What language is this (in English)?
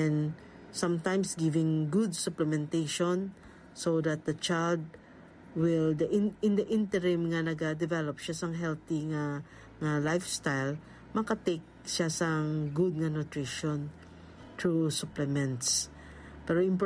Hiligaynon